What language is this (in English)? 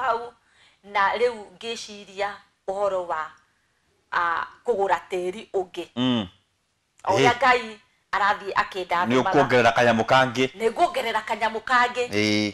Kikuyu